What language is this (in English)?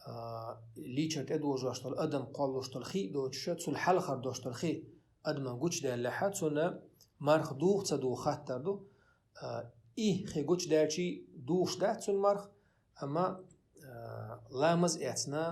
Chechen